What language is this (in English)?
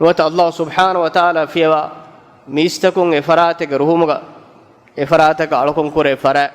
Divehi